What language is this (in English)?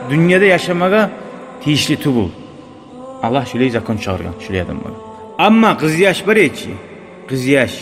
Kumyk